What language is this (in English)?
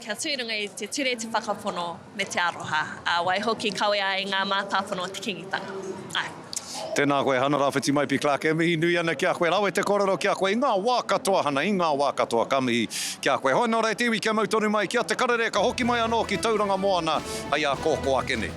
Māori